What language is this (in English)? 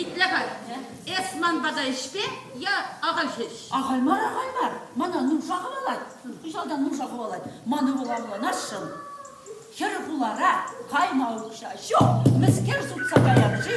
Chuvash